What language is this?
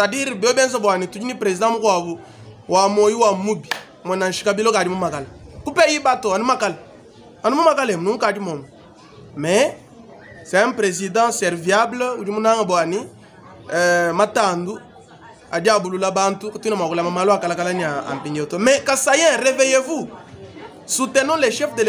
Luba-Lulua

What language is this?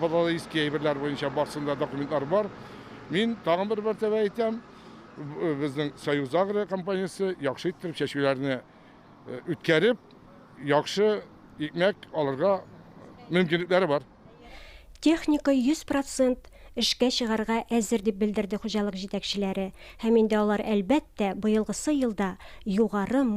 Tatar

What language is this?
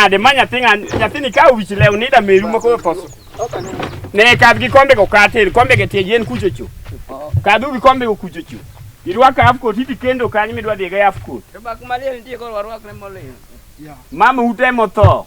Luo (Kenya and Tanzania)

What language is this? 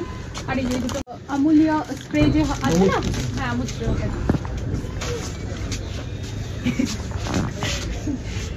Bangla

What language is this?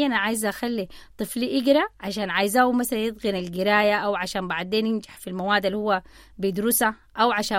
Sudanese Arabic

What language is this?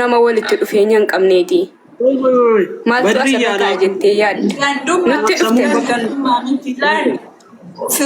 Oromo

